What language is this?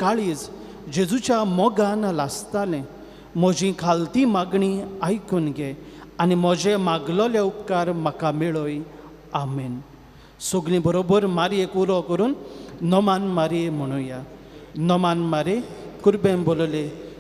Konkani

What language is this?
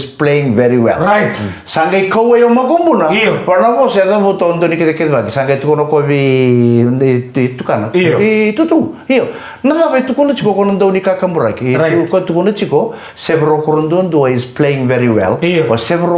Fijian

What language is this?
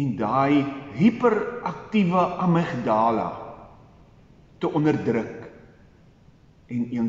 Afrikaans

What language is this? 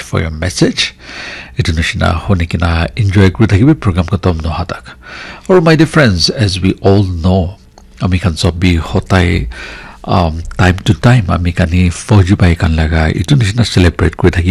Naga Pidgin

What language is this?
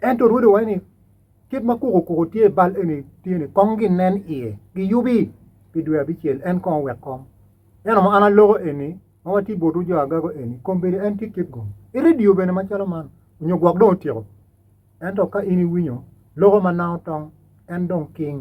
Acoli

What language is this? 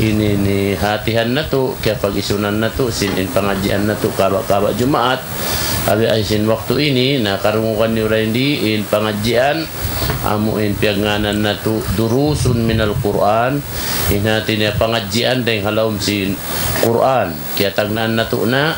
Tausug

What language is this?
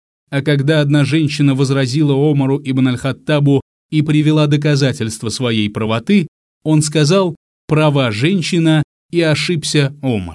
Russian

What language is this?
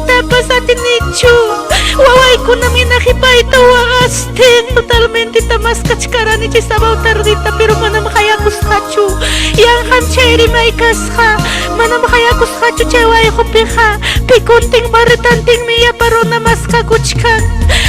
Ayacucho Quechua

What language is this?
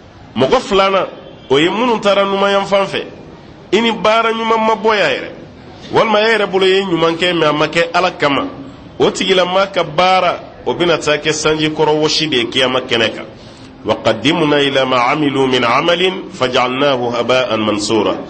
Bambara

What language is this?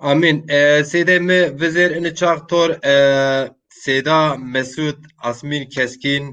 Zaza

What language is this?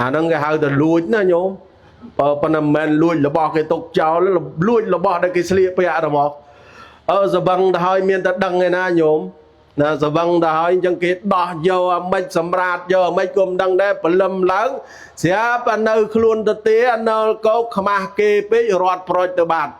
Khmer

